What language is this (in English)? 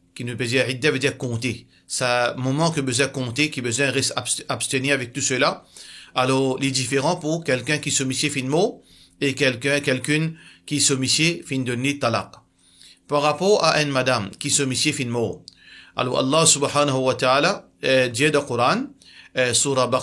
Morisyen